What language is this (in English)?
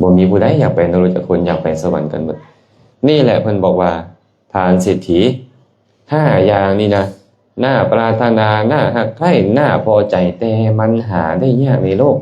Lao